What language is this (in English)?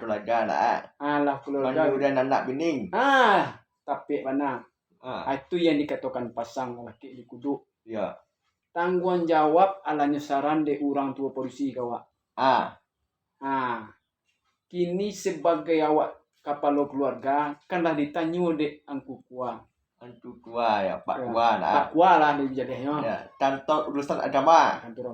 Minangkabau